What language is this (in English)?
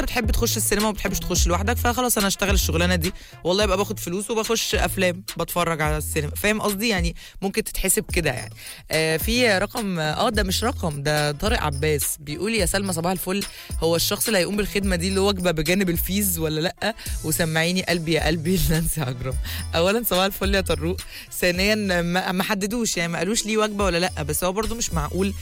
Egyptian Arabic